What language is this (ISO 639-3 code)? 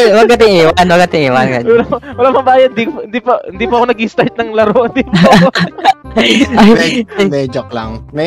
fil